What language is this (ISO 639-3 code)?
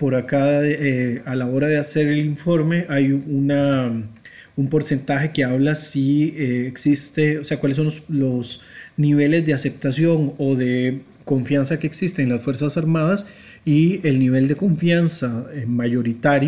spa